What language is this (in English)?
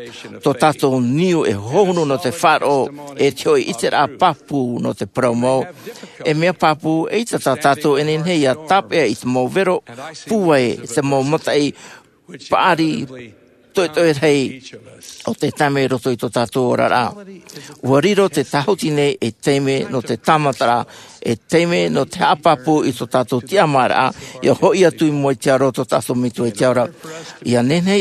Tahitian